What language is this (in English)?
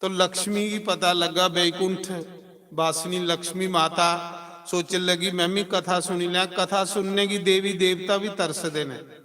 Dogri